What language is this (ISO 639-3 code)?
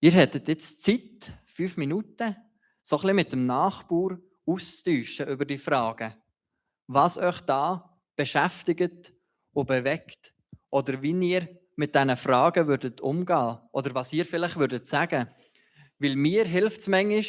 gsw